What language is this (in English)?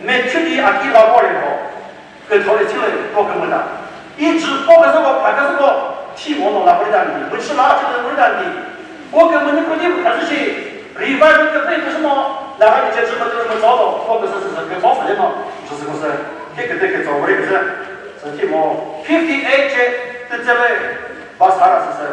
Chokri Naga